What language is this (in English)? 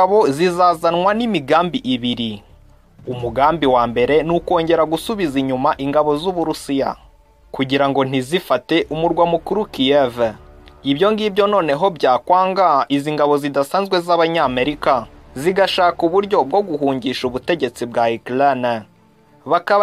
Kinyarwanda